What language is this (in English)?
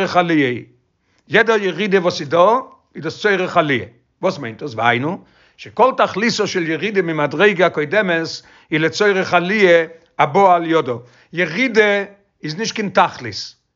Yiddish